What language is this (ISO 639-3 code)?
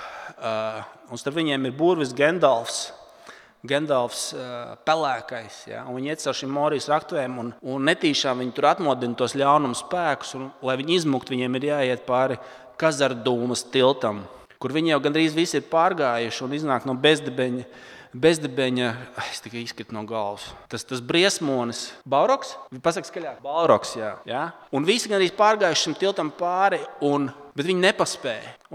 lav